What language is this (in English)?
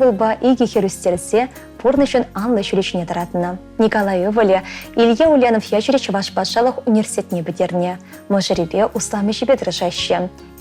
Chuvash